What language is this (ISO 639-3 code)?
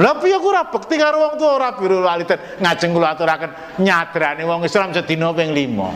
jav